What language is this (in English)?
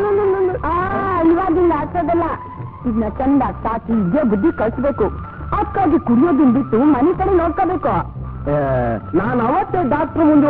Kannada